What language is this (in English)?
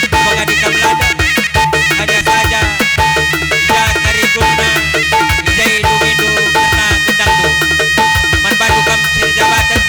Batak Karo